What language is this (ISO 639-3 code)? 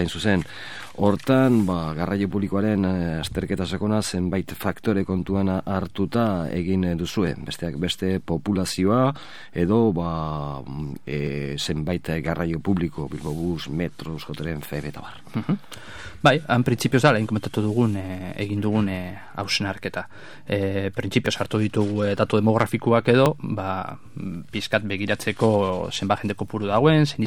eus